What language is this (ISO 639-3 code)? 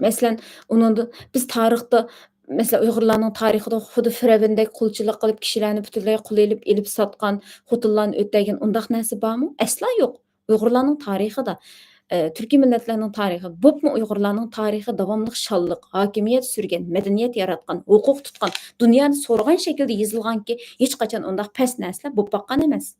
uig